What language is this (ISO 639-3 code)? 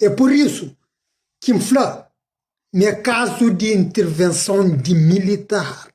kea